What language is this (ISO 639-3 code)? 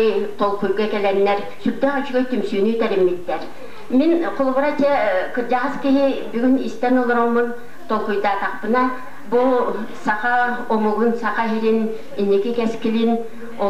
sah